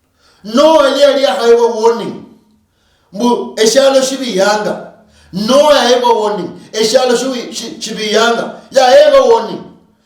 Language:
Luyia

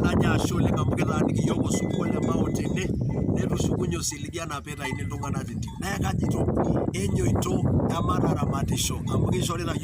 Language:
Masai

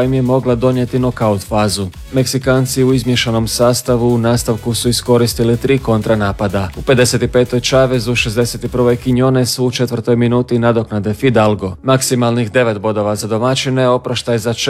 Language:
Croatian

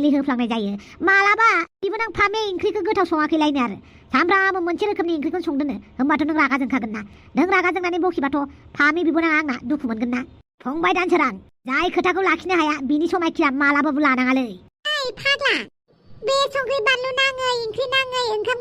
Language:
Bodo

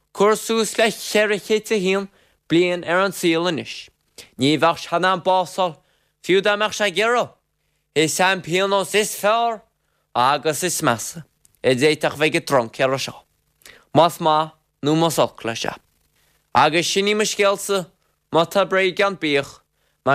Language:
Irish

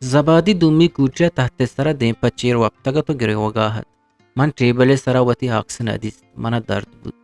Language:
Eastern Balochi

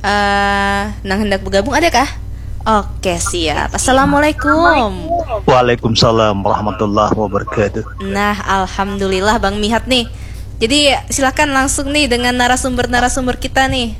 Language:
Banjar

